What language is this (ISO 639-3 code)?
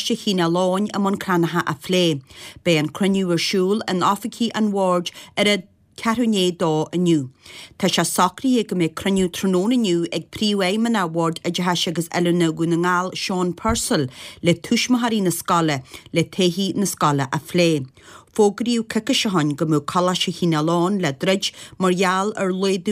gle